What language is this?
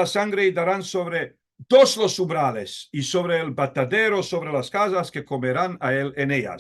Ladino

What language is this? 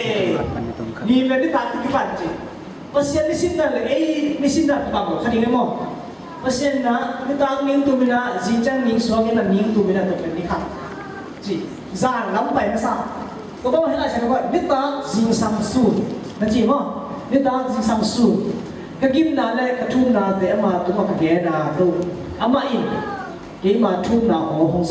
Tedim Chin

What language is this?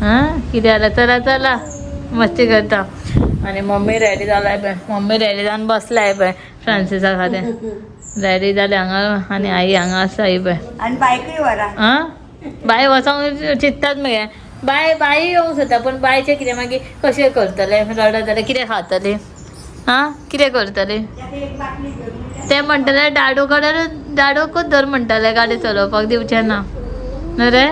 Konkani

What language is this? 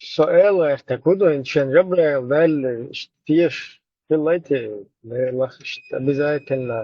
Chechen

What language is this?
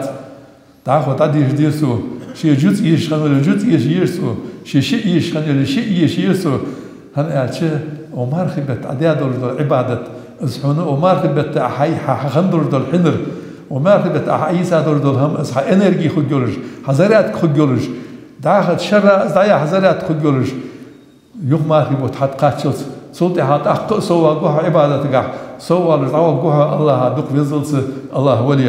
Ingush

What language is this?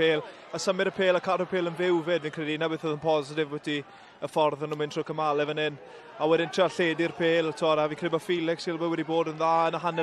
Welsh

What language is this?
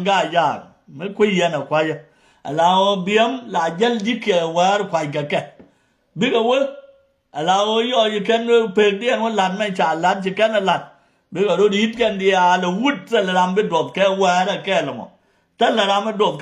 Nuer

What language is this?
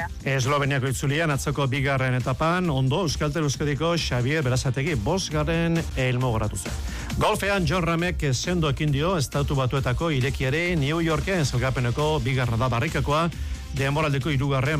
Basque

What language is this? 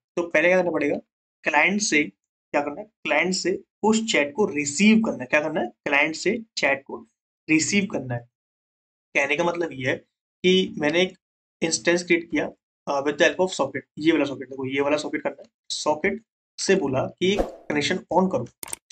Hindi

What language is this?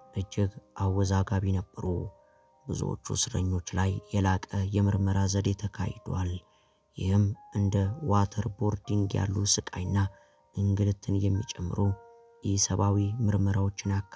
Amharic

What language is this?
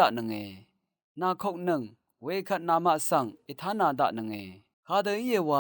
Rawang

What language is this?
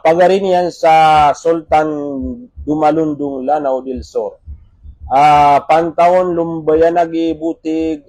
Maranao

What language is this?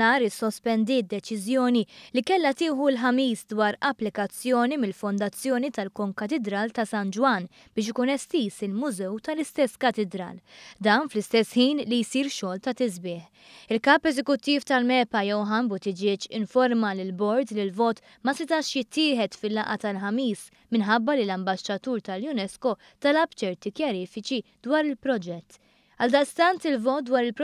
Maltese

